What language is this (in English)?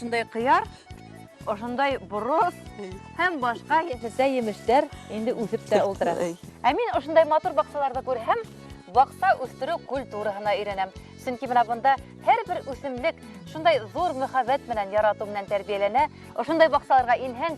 Bashkir